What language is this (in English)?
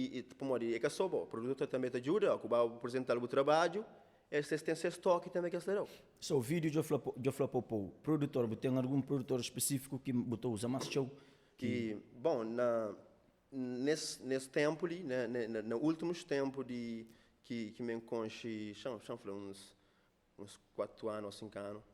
Kabuverdianu